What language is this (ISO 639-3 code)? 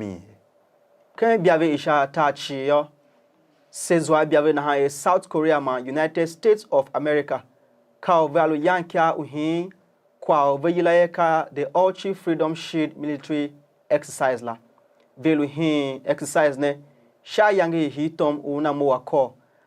tiv